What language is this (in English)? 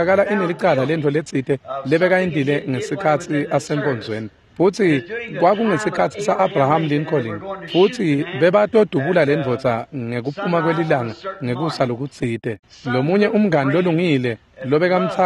Swati